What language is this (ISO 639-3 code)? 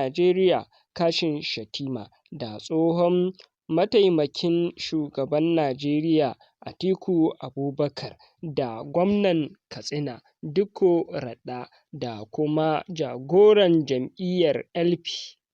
hau